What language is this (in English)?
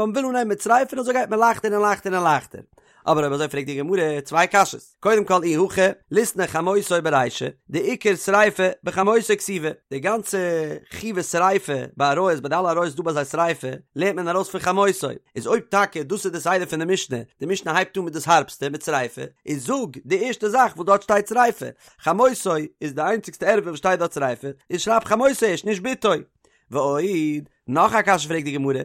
Yiddish